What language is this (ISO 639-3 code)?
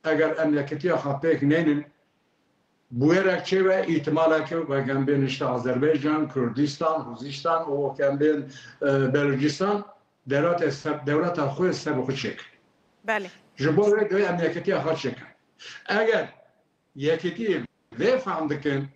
kur